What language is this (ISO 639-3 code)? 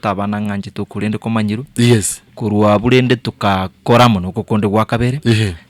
guz